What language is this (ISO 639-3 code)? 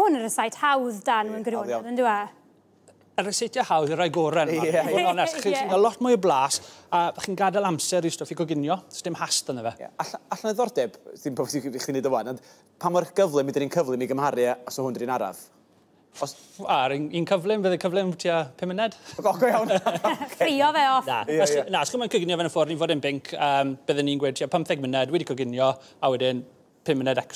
cym